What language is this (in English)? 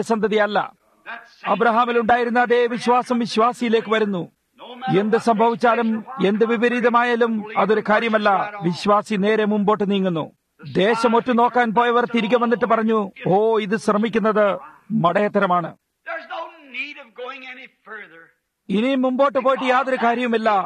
Malayalam